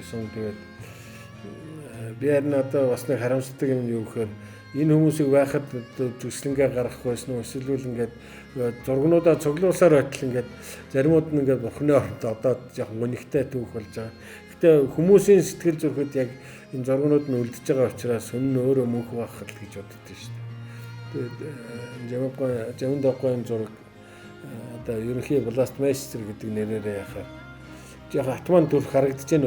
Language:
Mongolian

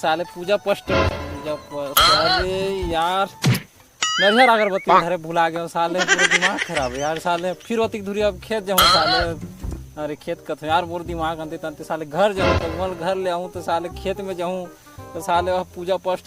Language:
Chhattisgarhi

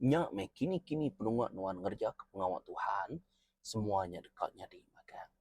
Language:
Iban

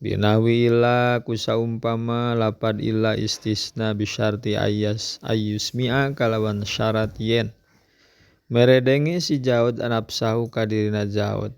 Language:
Sundanese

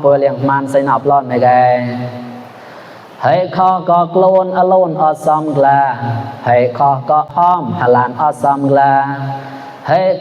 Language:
Mon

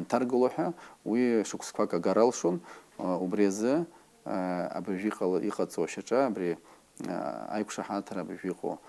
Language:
Abkhazian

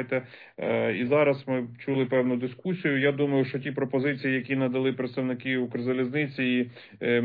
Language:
Ukrainian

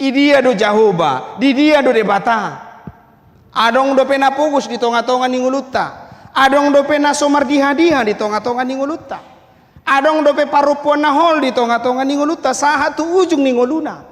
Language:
Batak Toba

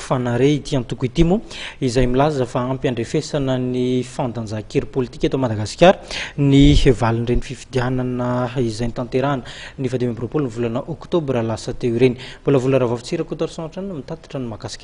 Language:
Malagasy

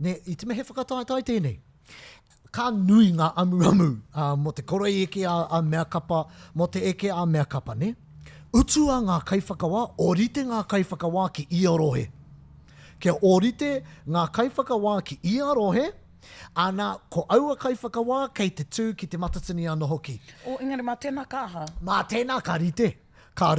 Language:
Māori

